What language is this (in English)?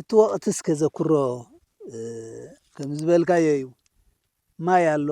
Tigrinya